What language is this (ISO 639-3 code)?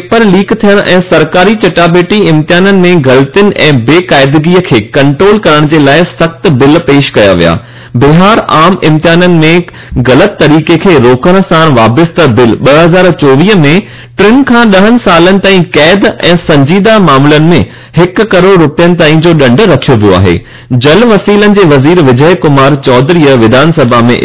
snd